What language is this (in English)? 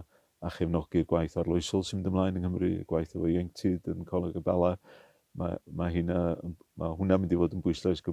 Welsh